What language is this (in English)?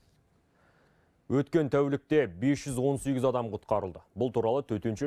Kazakh